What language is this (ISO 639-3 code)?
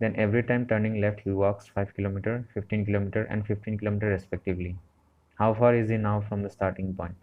asm